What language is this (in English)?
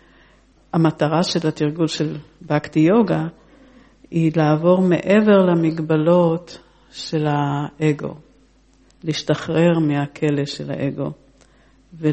Hebrew